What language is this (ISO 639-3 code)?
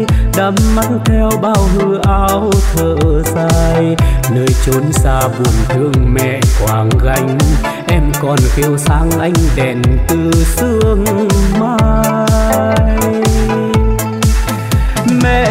vie